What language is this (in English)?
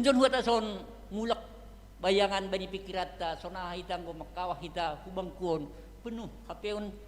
Batak Simalungun